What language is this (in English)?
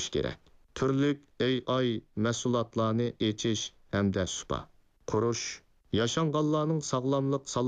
Uyghur